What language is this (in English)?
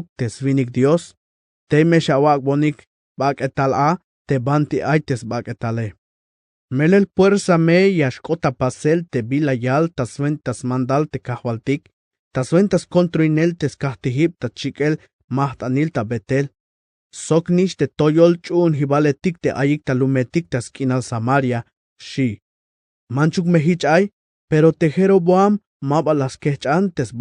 Tzeltal